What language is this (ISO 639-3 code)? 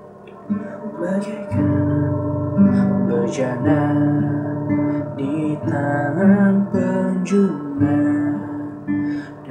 ind